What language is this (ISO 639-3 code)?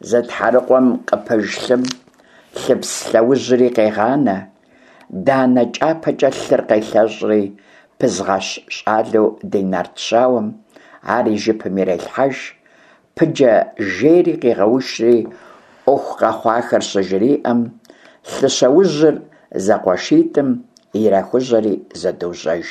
kbd